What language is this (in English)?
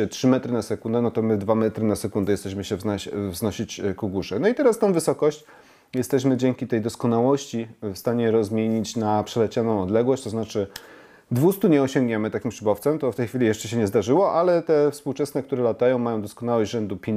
Polish